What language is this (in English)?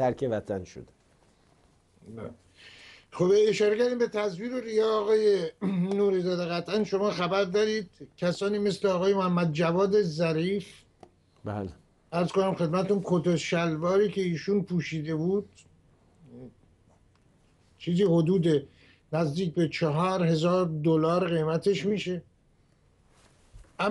Persian